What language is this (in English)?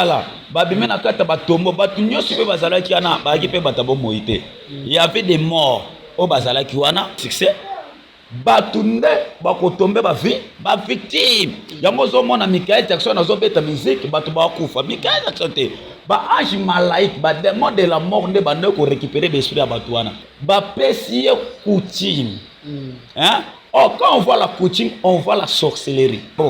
Lingala